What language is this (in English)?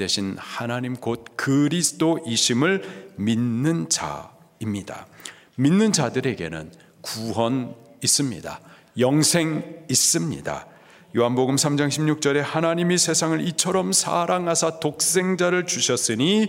Korean